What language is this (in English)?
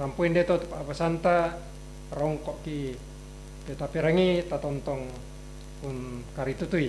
Toraja-Sa'dan